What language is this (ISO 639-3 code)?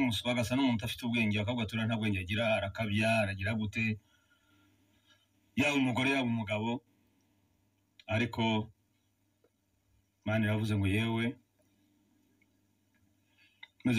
kin